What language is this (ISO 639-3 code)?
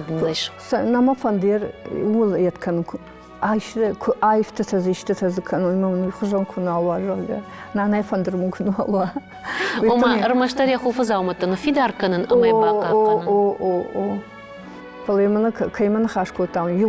oss